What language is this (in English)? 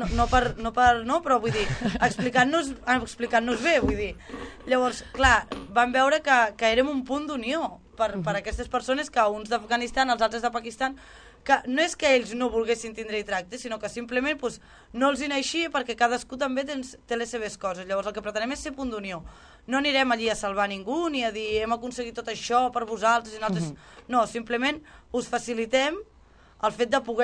Catalan